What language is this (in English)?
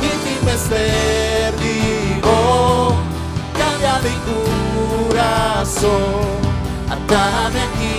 Papiamento